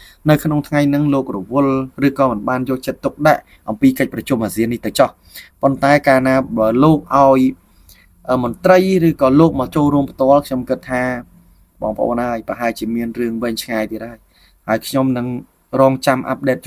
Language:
Khmer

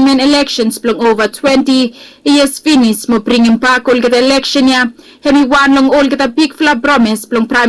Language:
Bislama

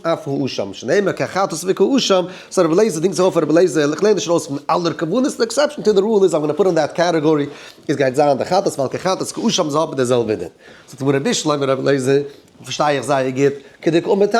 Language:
Yiddish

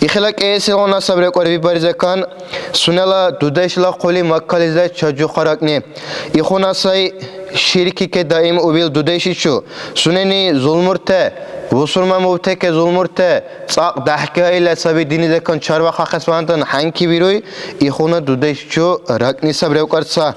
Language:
Dargwa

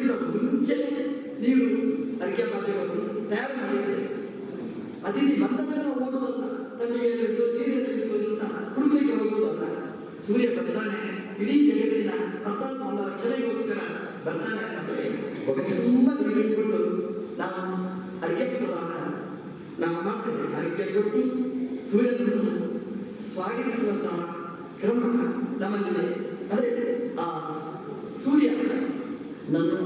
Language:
Kannada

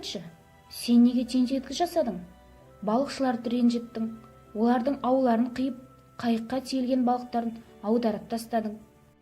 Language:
Kazakh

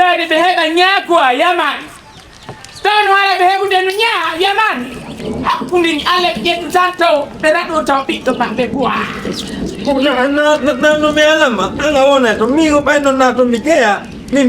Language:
Fula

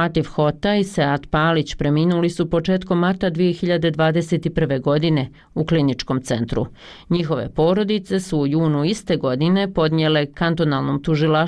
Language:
Bosnian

